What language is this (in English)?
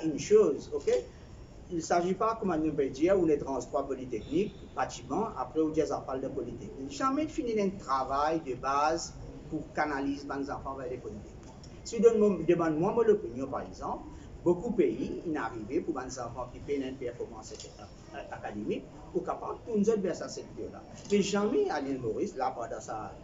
Morisyen